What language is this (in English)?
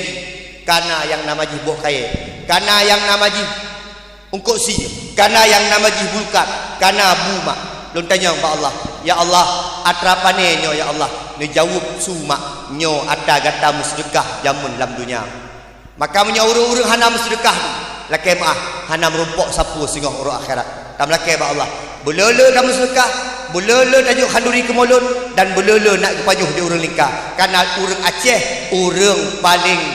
Achinese